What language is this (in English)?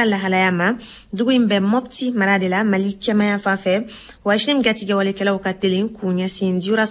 Bambara